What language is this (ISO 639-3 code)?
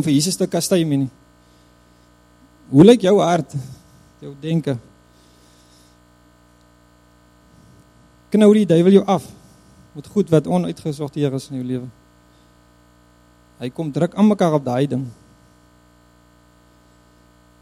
afr